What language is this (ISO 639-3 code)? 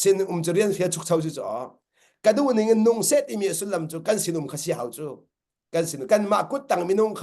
cnh